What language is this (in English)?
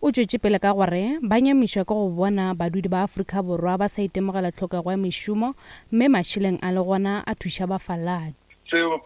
Northern Sotho